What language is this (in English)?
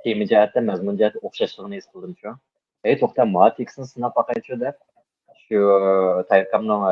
Uyghur